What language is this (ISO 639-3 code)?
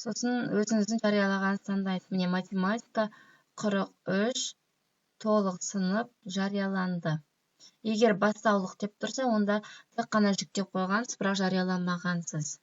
kaz